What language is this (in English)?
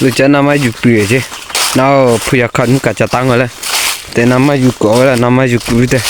Lahu